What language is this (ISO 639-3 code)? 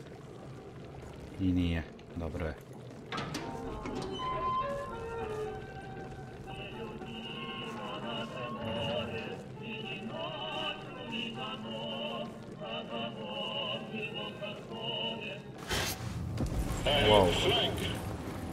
hrv